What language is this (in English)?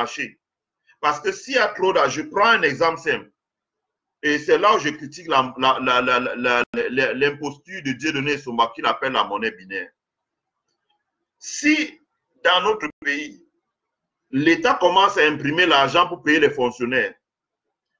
French